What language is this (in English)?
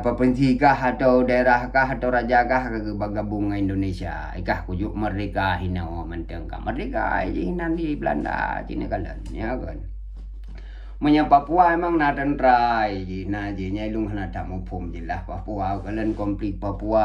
Achinese